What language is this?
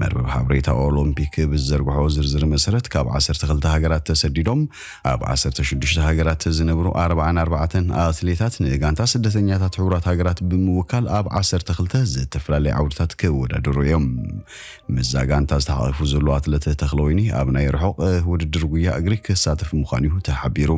Tigrinya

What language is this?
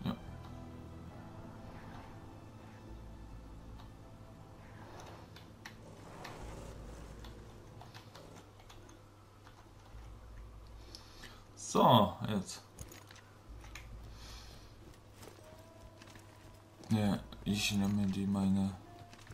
German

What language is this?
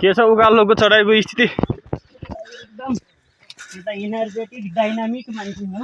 Nepali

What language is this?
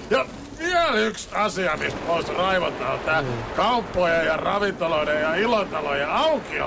Finnish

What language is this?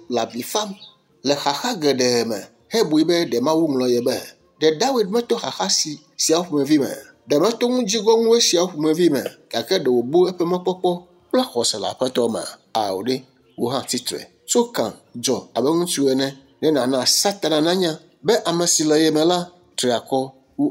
Ewe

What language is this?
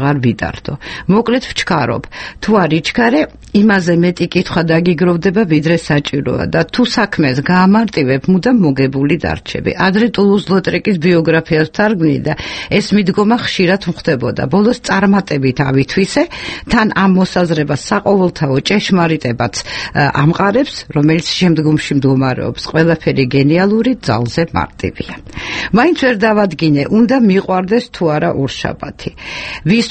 Georgian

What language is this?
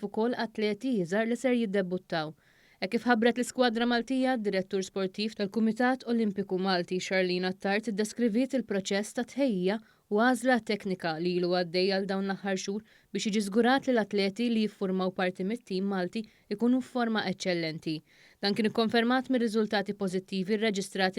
Maltese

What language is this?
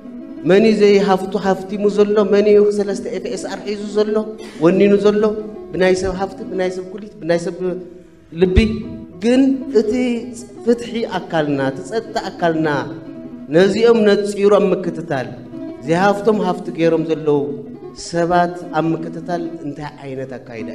Tigrinya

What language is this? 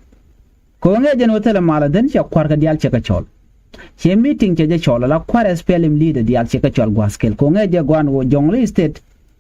Nuer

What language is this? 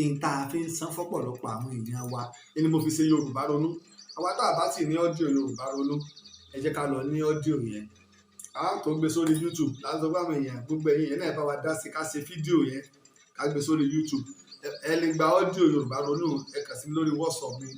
Yoruba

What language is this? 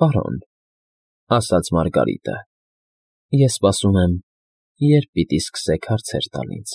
Armenian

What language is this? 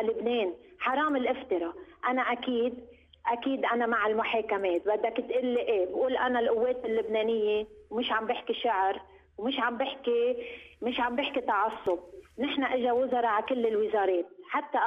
North Levantine Arabic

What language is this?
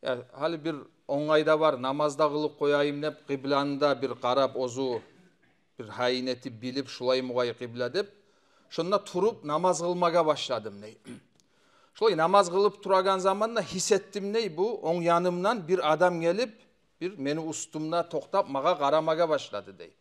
Kumyk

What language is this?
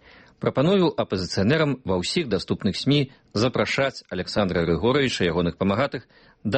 Belarusian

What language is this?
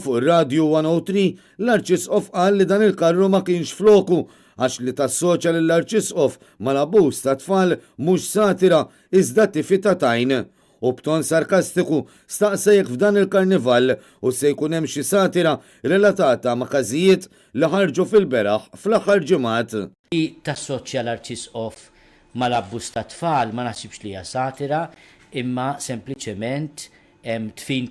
Maltese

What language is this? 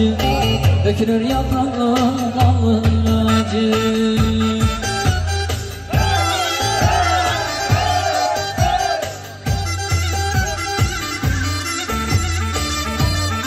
Turkish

